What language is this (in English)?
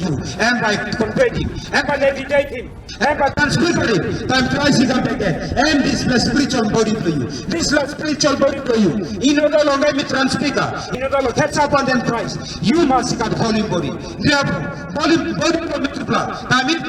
Tok Pisin